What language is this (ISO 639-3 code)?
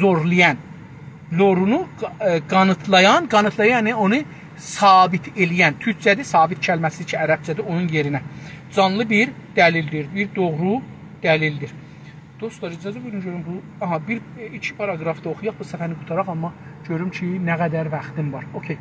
azb